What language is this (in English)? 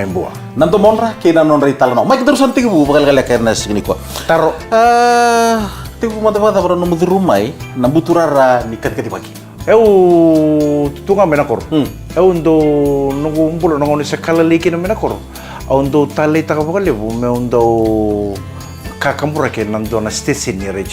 Fijian